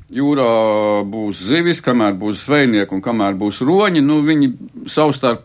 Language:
Latvian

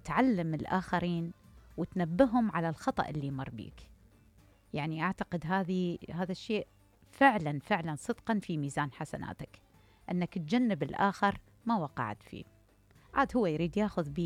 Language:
Mesopotamian Arabic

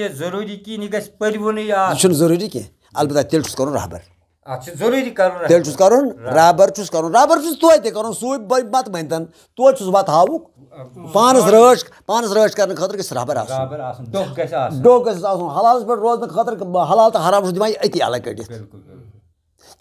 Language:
Kashmiri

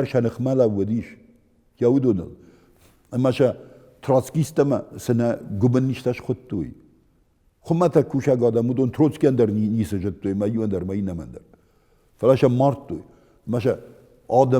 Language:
Ossetic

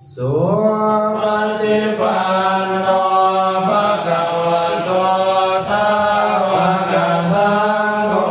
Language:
Pali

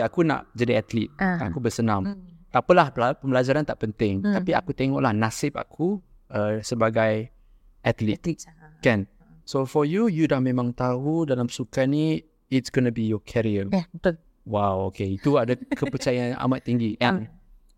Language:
Malay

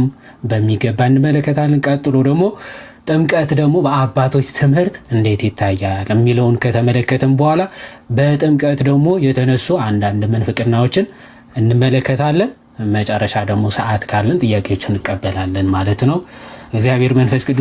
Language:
Amharic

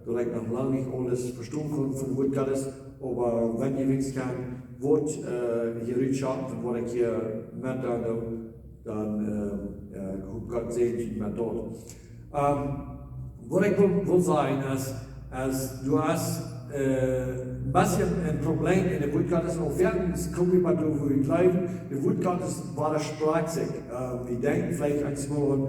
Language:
Plautdietsch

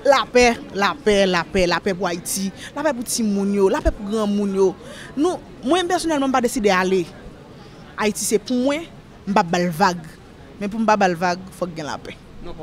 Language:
Haitian Creole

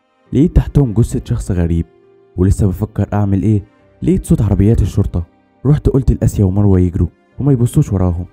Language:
Egyptian Arabic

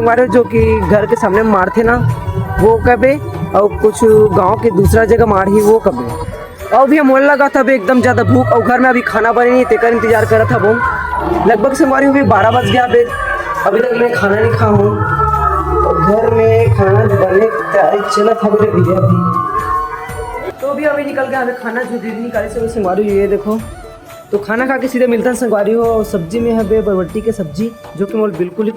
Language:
Chhattisgarhi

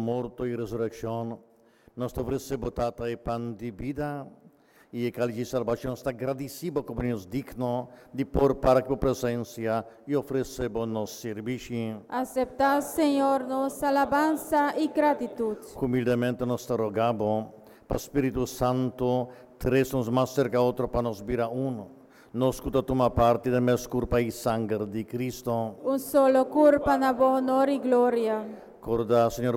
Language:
Papiamento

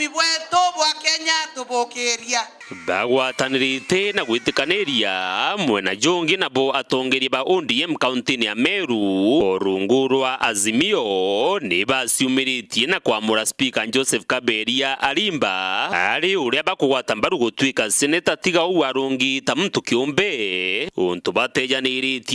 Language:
Meru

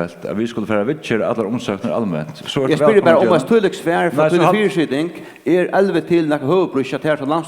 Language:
Faroese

